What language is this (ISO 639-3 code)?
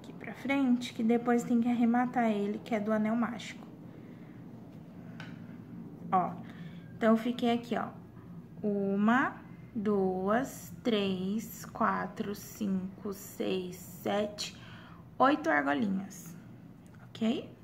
por